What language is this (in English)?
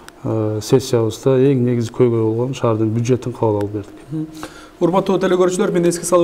Kyrgyz